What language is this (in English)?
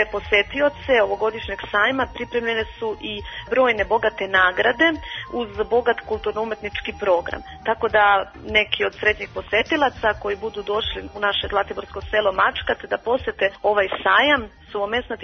Serbian